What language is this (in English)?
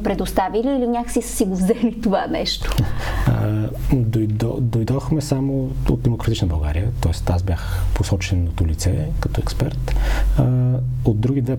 Bulgarian